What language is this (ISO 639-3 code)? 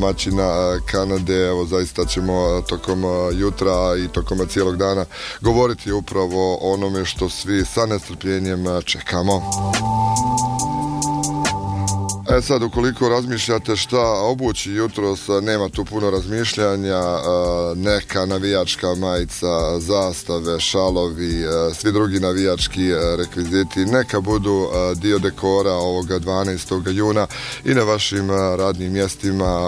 bos